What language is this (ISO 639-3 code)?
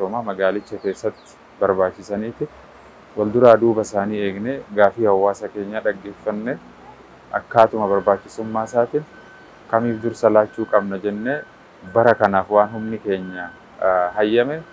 orm